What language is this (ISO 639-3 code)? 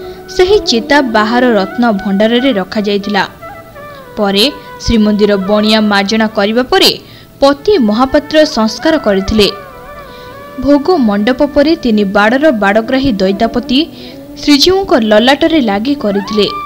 ori